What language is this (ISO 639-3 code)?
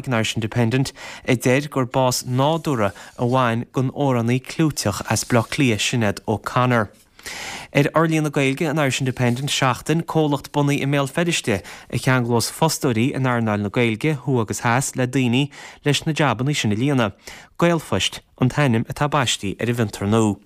gle